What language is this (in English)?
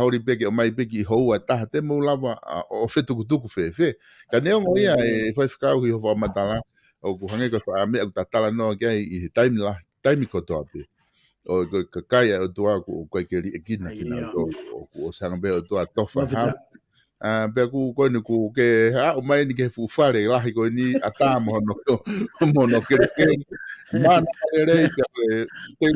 Tongan